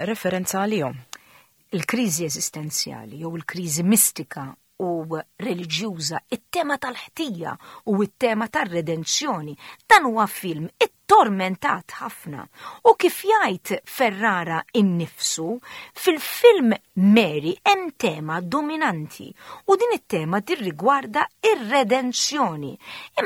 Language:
Maltese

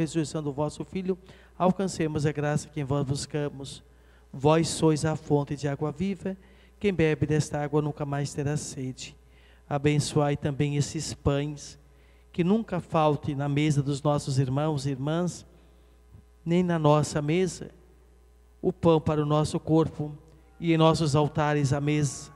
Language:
Portuguese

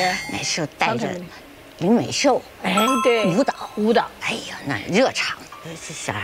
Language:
Chinese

